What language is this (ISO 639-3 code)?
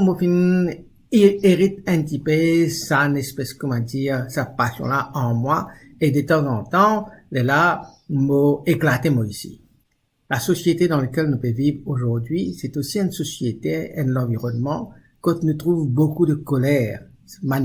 mfe